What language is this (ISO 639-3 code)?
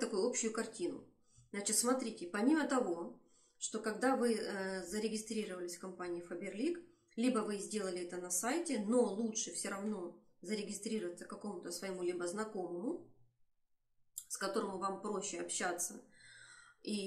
rus